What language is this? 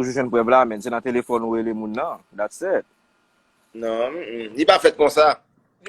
Haitian Creole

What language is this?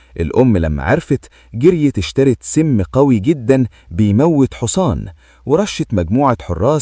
Egyptian Arabic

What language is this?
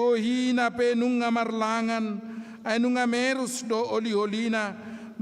Batak Toba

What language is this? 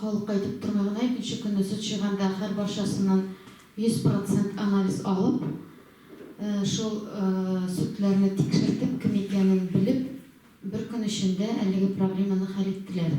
Tatar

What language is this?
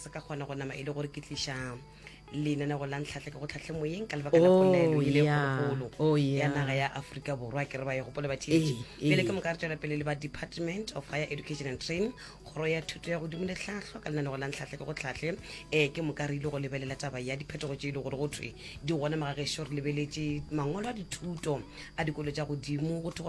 Northern Sotho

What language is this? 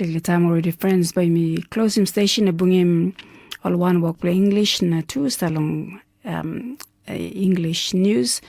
Tok Pisin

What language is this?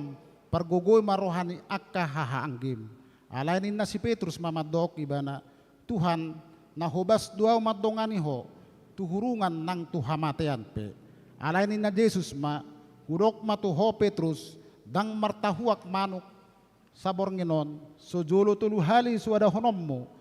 Batak Toba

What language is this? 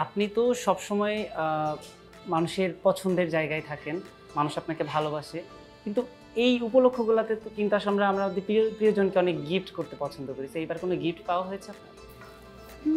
Bangla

